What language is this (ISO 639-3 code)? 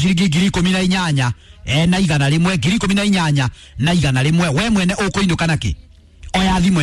kik